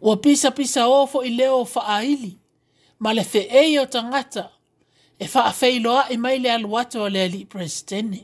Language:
Samoan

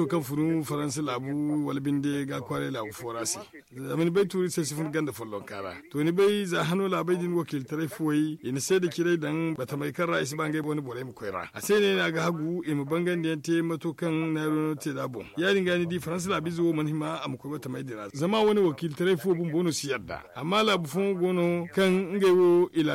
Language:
Zarma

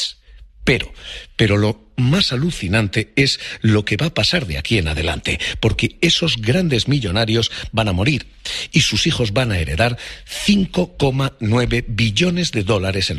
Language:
Spanish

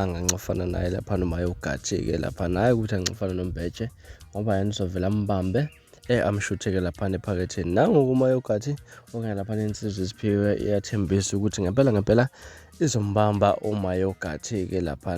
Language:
Zulu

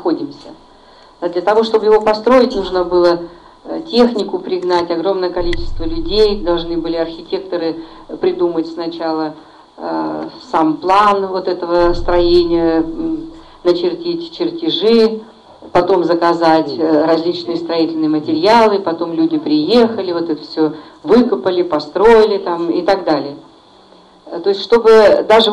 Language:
Russian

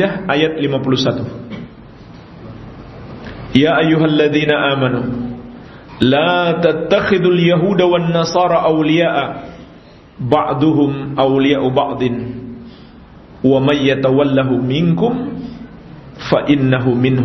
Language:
Indonesian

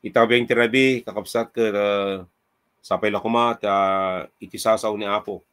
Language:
Iloko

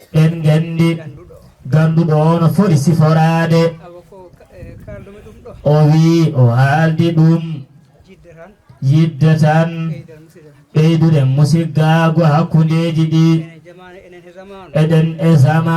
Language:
Fula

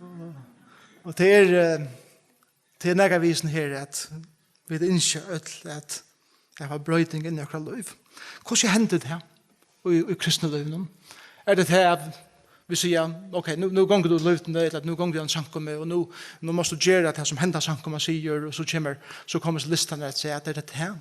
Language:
Faroese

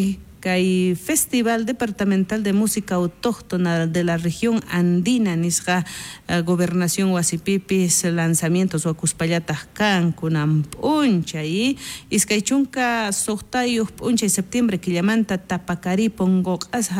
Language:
South Bolivian Quechua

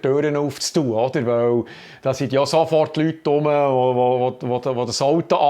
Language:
Swiss German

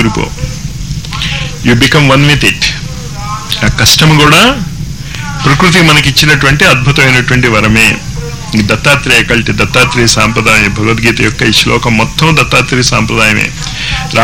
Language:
Telugu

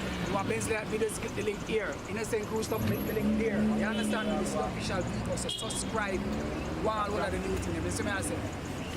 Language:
Jamaican Creole English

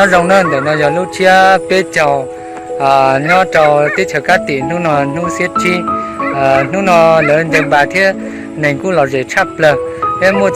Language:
Hmong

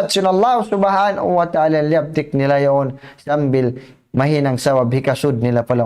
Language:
Tausug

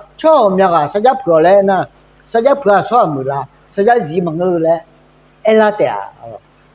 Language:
Akha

